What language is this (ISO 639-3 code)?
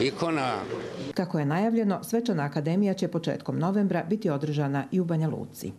hrv